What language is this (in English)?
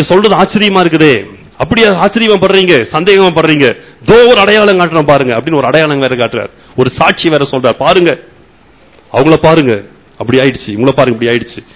Tamil